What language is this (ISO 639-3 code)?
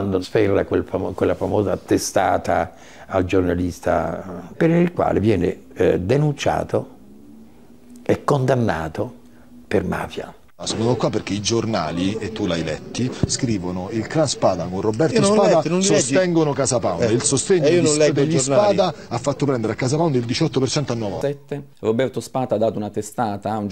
ita